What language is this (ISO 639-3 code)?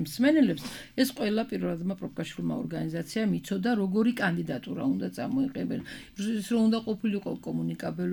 kat